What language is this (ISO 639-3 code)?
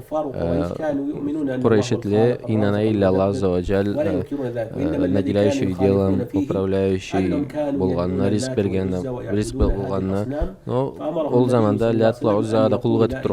krc